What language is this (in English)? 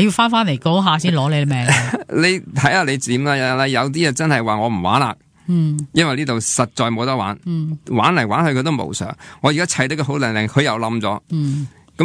Cantonese